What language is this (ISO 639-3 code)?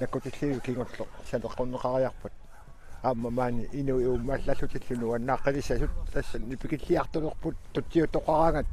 kal